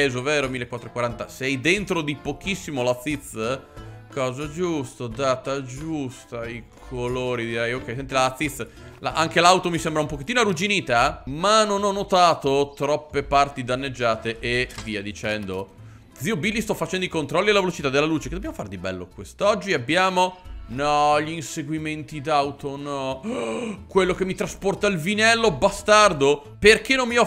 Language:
Italian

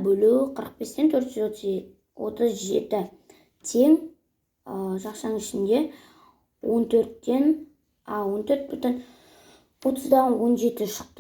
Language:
Kazakh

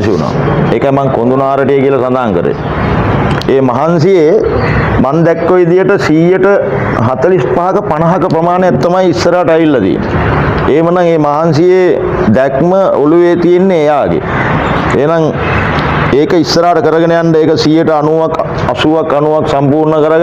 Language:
Sinhala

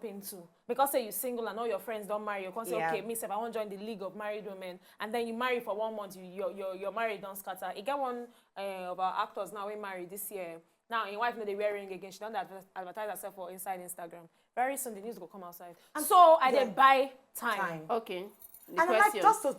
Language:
Nigerian Pidgin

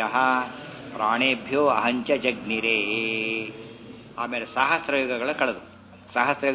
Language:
Kannada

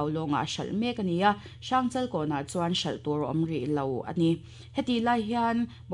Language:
Mizo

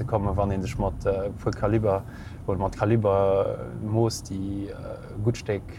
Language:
Luxembourgish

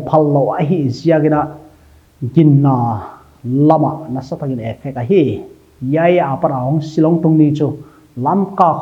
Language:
Paite Chin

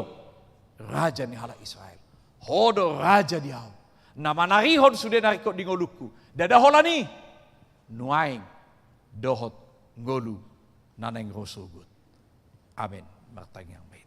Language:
Batak Toba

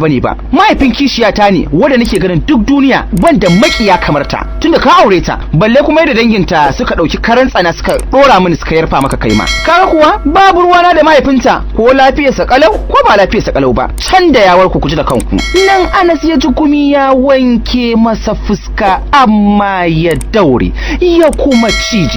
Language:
Hausa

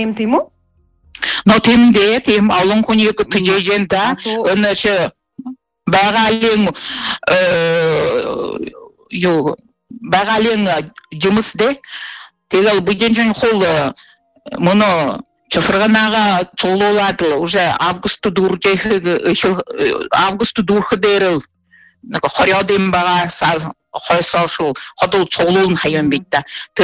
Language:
Buriat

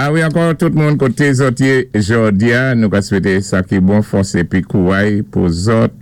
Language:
Saint Lucian Creole French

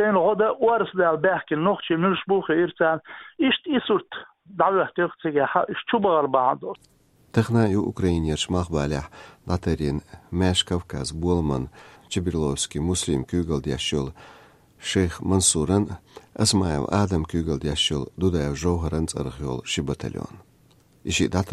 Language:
Chechen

